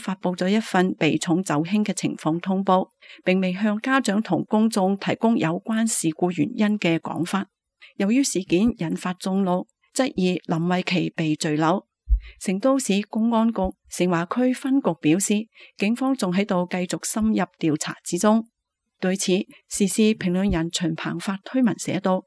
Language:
Cantonese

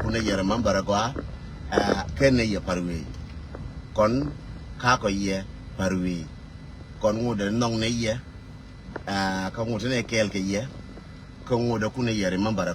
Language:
Nuer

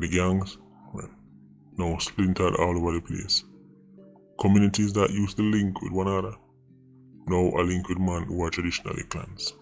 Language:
Jamaican Creole English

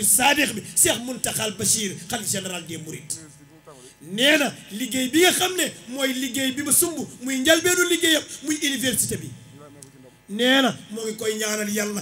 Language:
Wolof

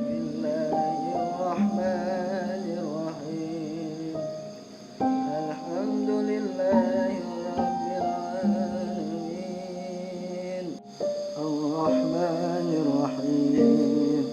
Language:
Sundanese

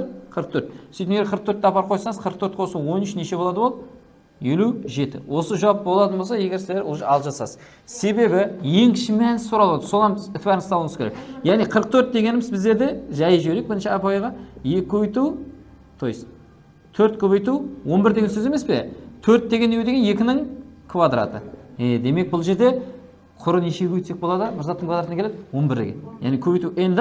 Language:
Kara-Kalpak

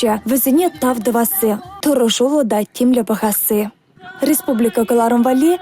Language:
Chuvash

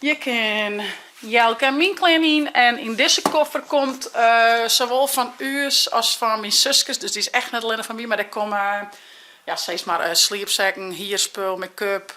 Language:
Western Frisian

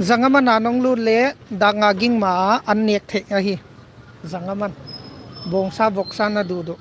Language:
Tedim Chin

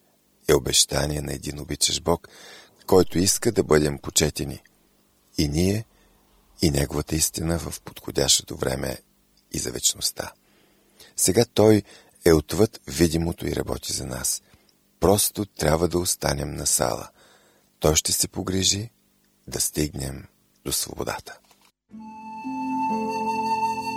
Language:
Bulgarian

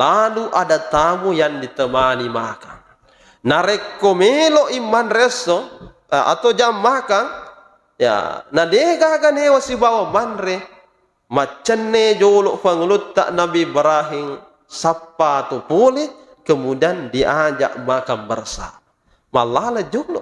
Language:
Buginese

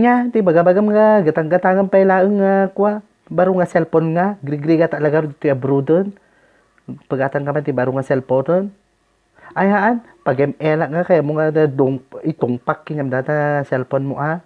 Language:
Iloko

